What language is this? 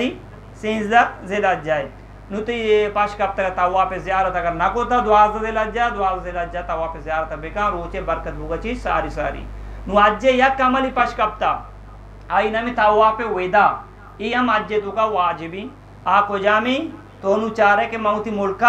Eastern Balochi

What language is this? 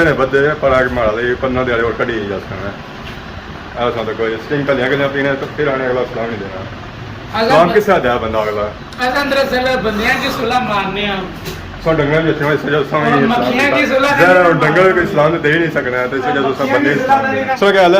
Pahari-Potwari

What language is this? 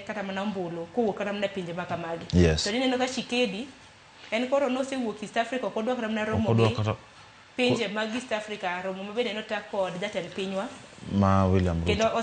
Luo (Kenya and Tanzania)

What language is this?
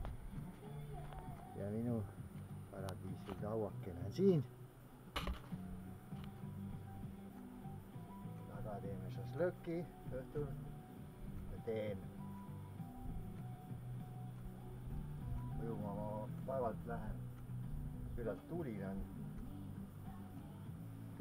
Estonian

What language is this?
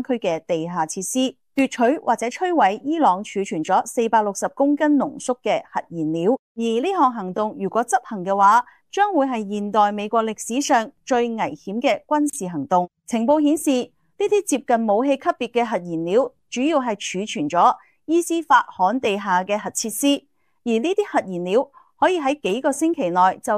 Cantonese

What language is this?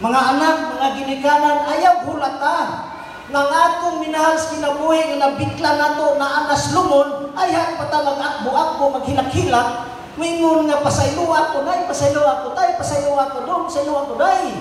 Cebuano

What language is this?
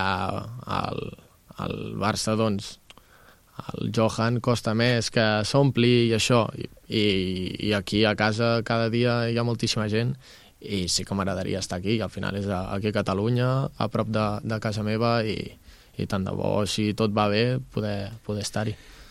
Catalan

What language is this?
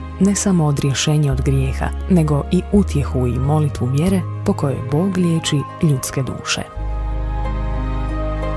Croatian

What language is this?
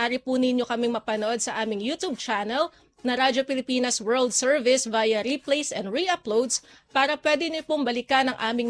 Filipino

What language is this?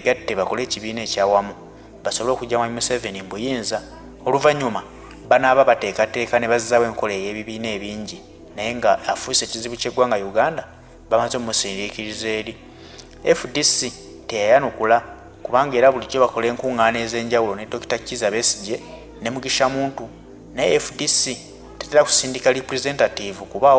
Ganda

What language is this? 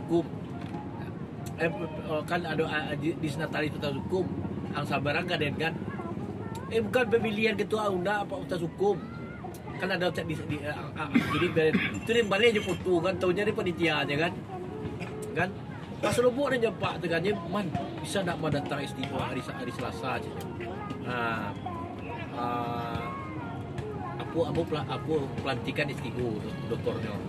Indonesian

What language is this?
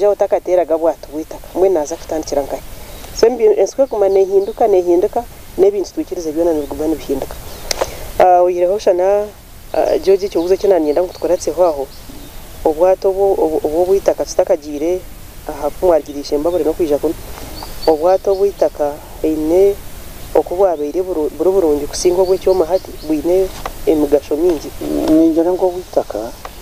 Nyankole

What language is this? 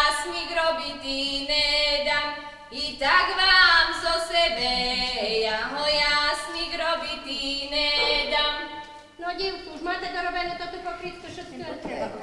Rusyn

